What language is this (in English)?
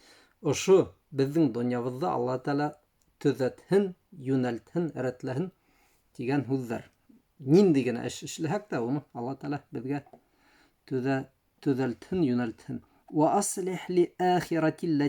Bashkir